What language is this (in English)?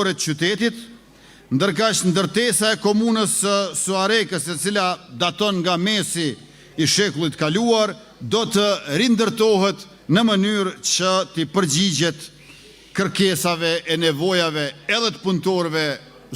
Albanian